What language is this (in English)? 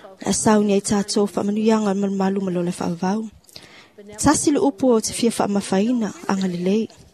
Samoan